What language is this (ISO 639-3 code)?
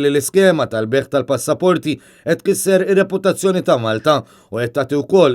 mlt